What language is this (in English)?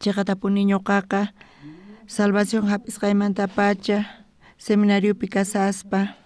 South Bolivian Quechua